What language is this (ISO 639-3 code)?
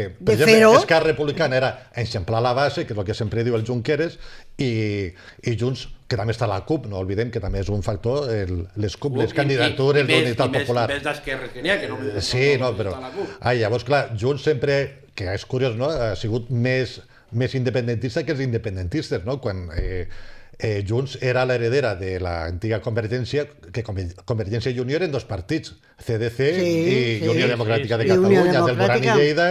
cat